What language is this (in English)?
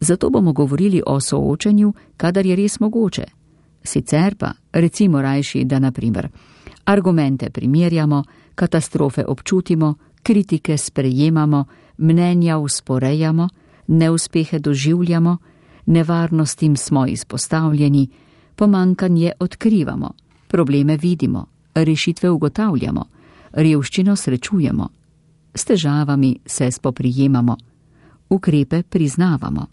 Slovenian